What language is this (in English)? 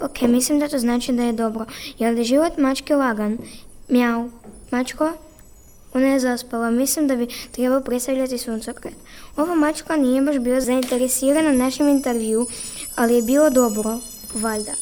Serbian